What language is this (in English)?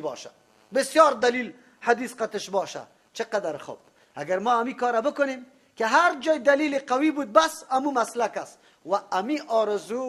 Persian